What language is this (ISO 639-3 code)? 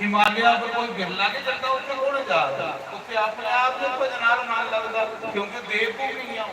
doi